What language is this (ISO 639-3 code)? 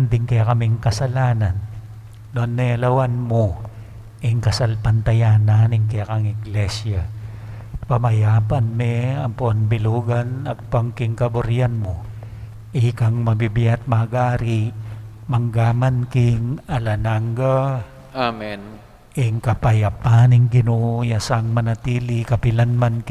pam